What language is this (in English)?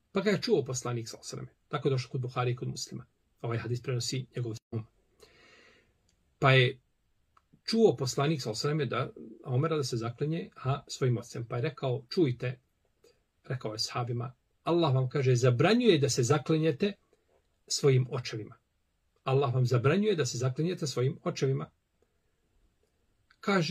Bosnian